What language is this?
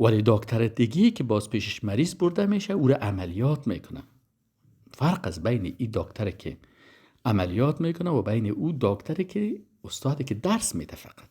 Persian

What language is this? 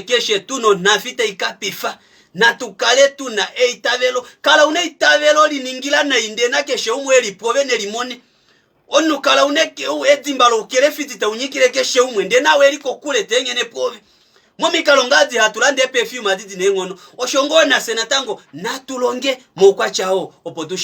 Kuanyama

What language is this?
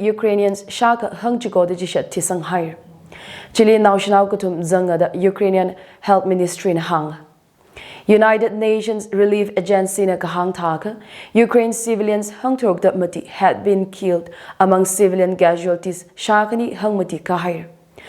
Tangkhul Naga (India)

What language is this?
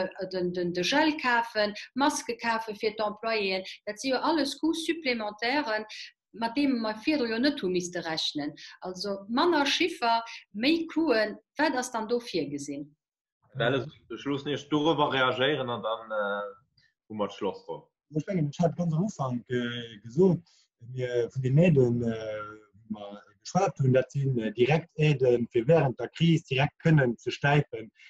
Luxembourgish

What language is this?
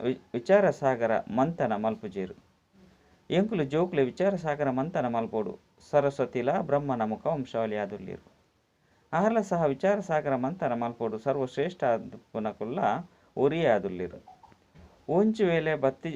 Tulu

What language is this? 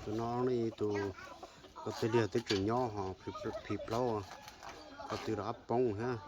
Hmong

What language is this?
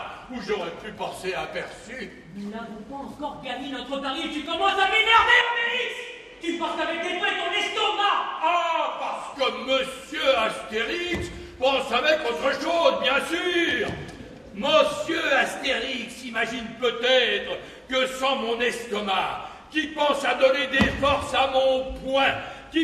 French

